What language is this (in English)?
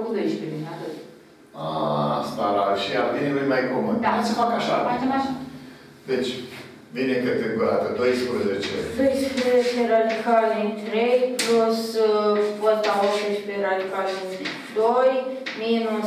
Romanian